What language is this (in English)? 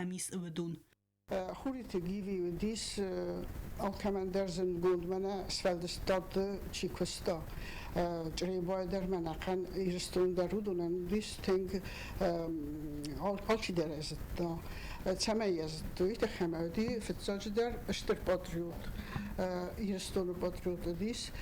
Ossetic